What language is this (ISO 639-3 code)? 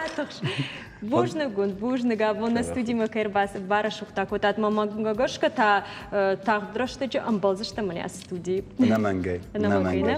oss